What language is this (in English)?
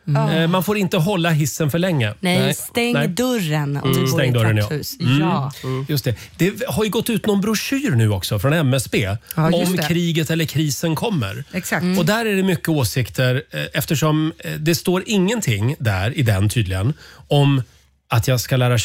Swedish